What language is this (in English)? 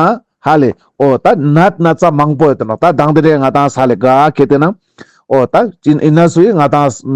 Ladakhi